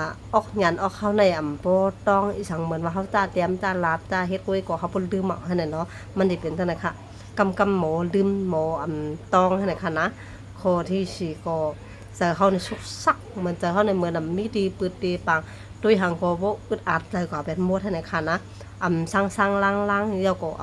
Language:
Shan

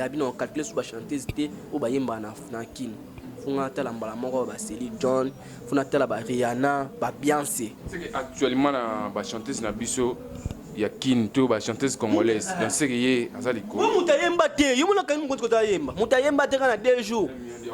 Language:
Lingala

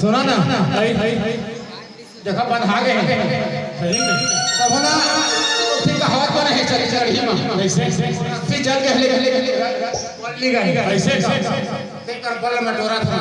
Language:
Chhattisgarhi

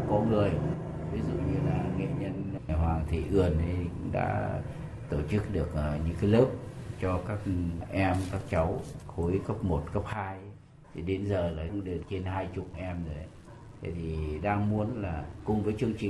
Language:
Vietnamese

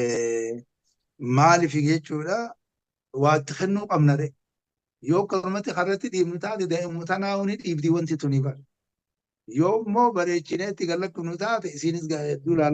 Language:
Oromo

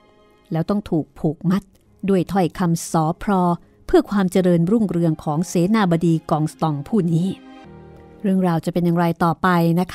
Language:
Thai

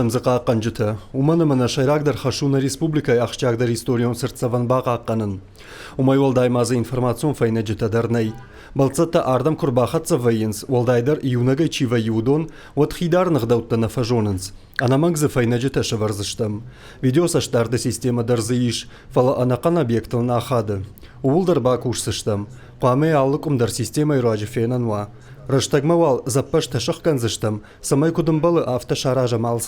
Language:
Ossetic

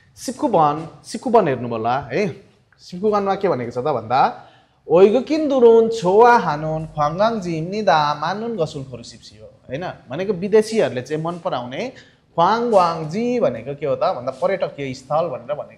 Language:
Nepali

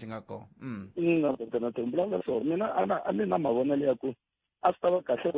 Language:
Tsonga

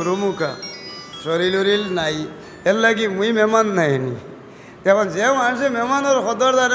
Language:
Sylheti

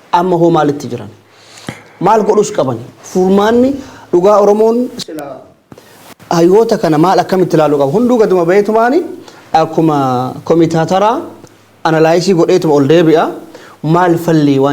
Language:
Oromo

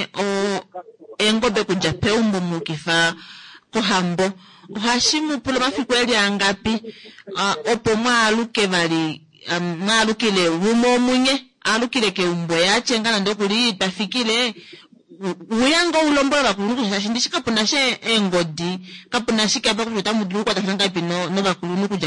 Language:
Kuanyama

